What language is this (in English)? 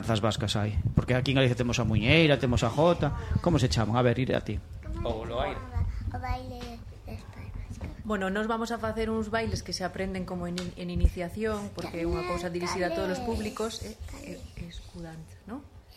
Galician